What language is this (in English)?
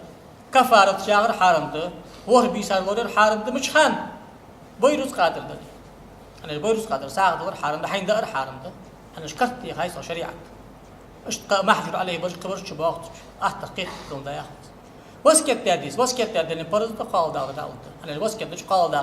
Ingush